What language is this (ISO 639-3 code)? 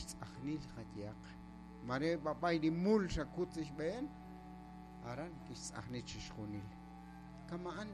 kek